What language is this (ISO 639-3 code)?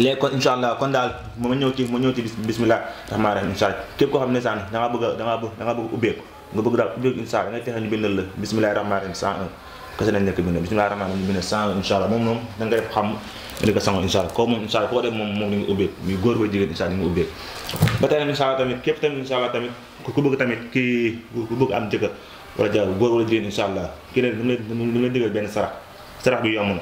wol